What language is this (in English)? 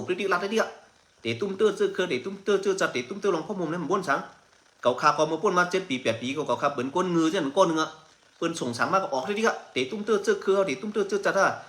Shan